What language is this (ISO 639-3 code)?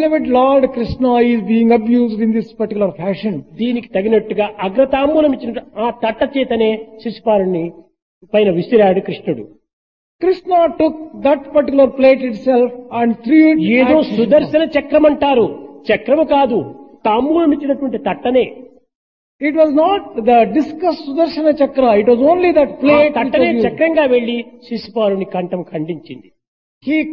tel